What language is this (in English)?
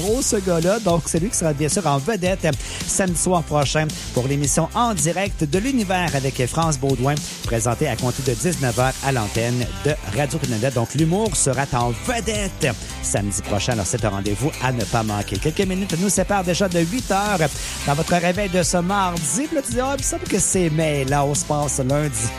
French